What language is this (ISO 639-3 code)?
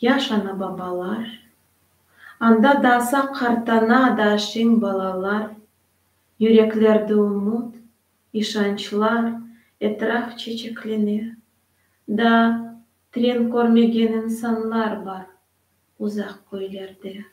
crh